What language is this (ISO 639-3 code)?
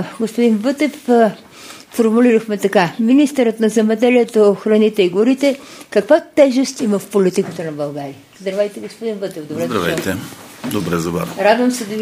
bul